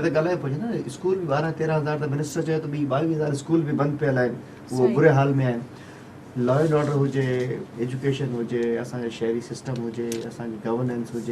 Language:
Sindhi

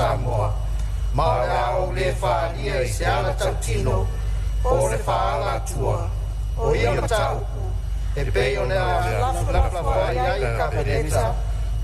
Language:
Samoan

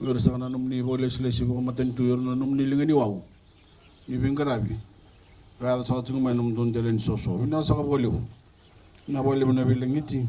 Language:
Fijian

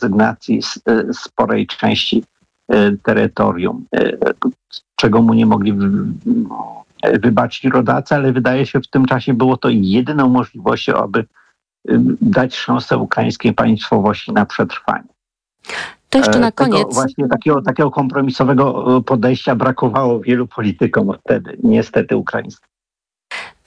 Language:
Polish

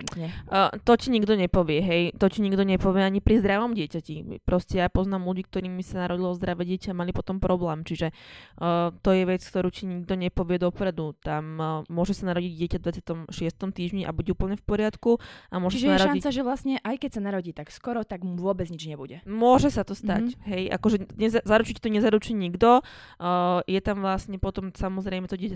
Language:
Slovak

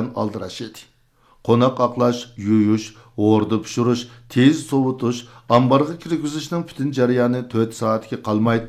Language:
Uyghur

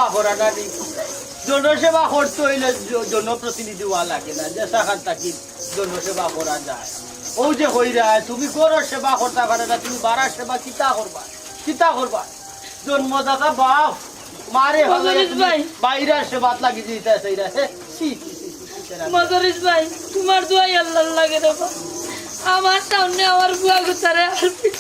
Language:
Sylheti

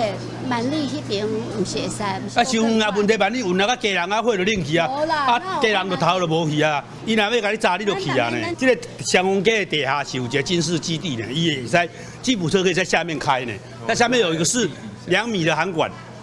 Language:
Min Nan Chinese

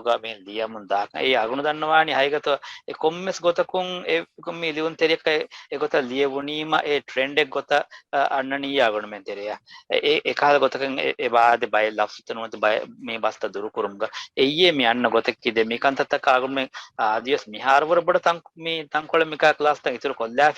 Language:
Divehi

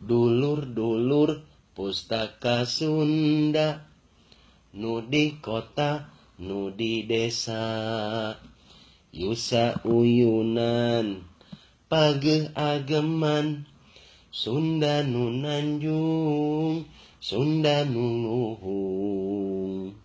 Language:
Sundanese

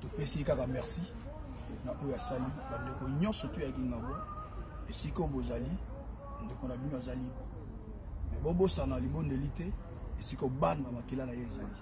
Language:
Lingala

